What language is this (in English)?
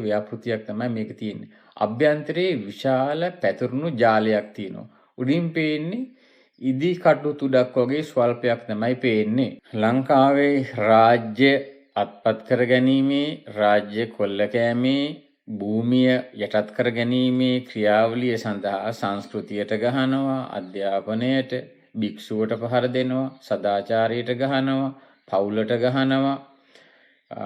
Sinhala